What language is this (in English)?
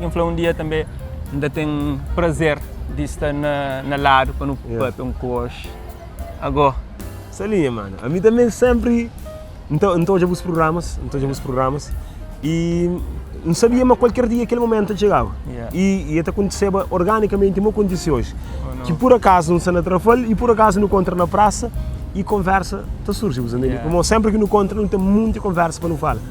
Kabuverdianu